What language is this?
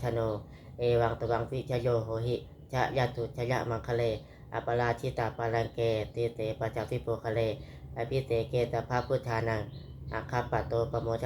Pali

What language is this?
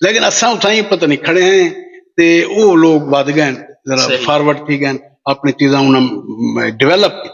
Saraiki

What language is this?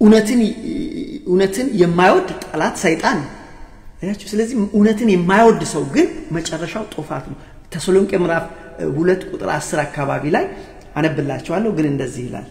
Amharic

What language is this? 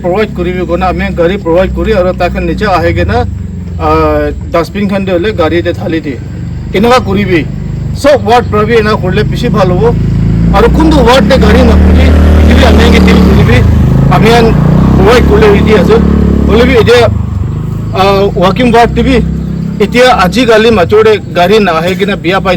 Naga Pidgin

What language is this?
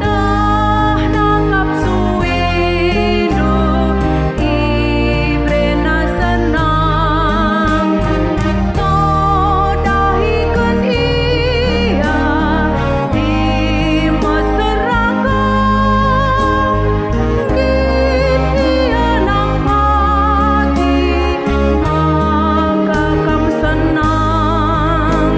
Batak Karo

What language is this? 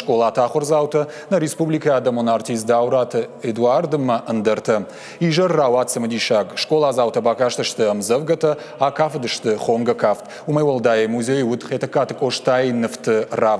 Ossetic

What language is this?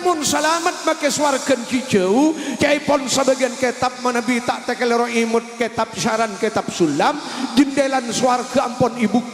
Madurese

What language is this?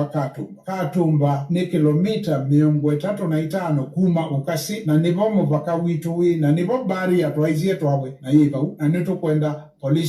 Kamba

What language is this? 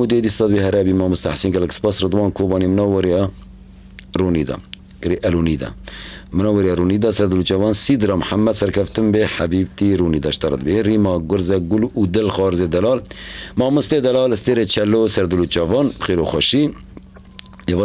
Kurdish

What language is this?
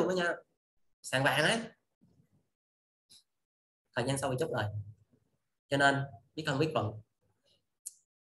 Vietnamese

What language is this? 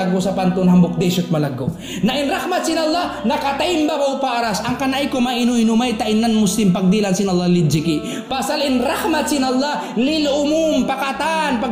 Tausug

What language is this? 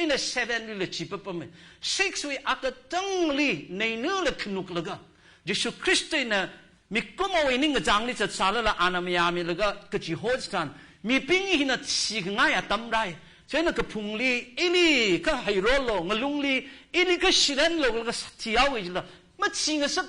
Tangkhul Naga (India)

